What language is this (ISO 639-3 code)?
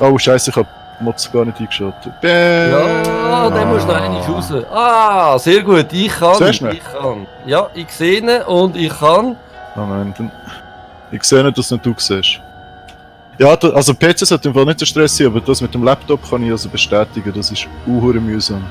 gsw